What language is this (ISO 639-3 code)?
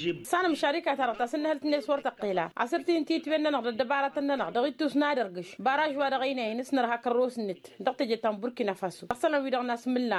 taq